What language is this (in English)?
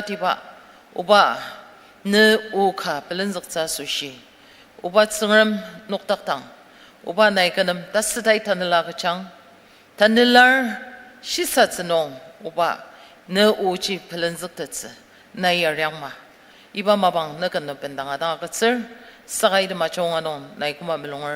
Ao Naga